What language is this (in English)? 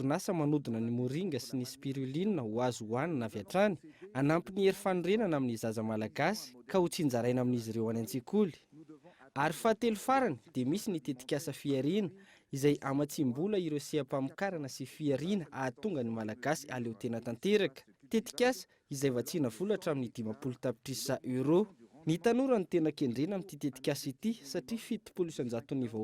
Malagasy